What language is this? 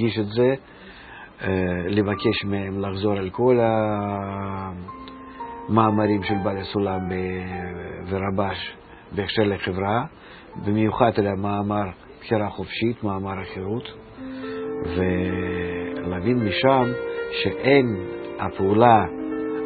Hebrew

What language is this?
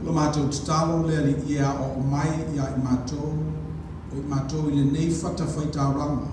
Samoan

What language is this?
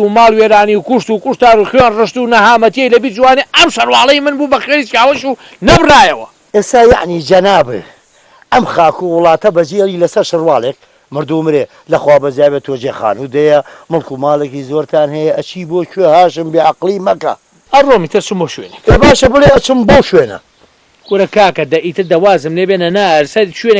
Central Kurdish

